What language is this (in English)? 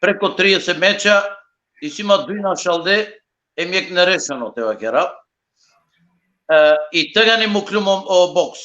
Balkan Romani